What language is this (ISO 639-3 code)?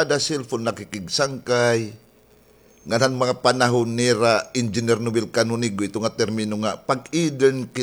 war